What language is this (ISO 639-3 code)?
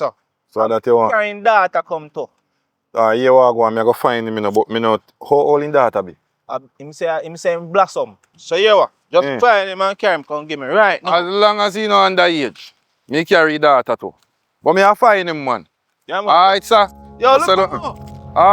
jam